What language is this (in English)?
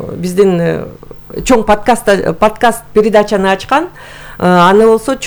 Kyrgyz